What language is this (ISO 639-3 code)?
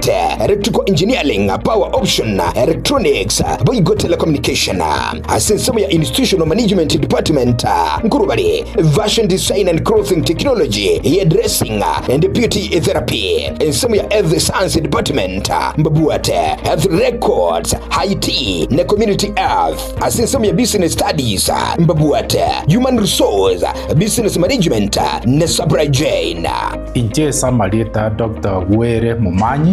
guz